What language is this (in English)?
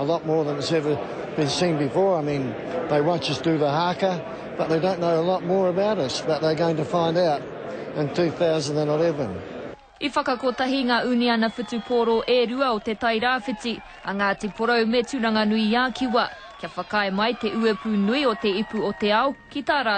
Māori